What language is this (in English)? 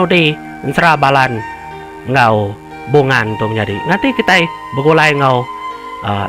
Iban